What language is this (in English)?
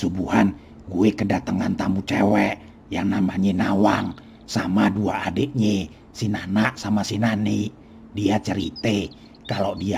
Betawi